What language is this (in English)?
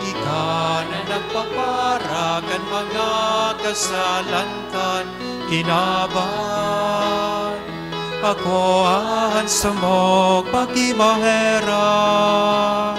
Bikol